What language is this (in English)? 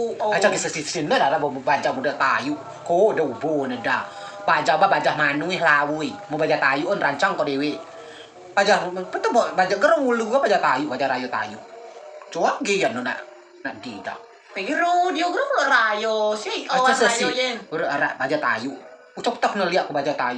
Rejang